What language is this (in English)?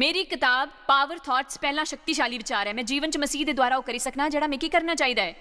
Dogri